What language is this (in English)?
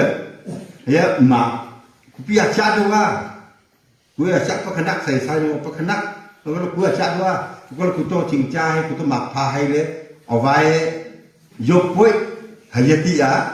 Wancho Naga